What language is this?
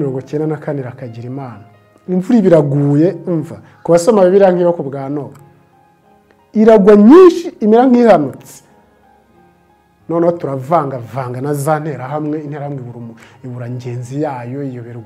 Kinyarwanda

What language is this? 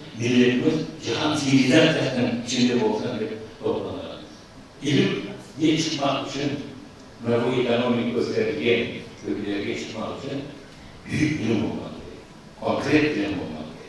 Crimean Tatar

